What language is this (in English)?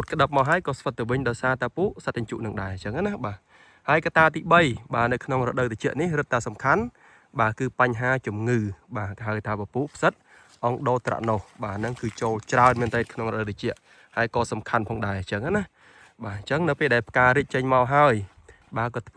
Khmer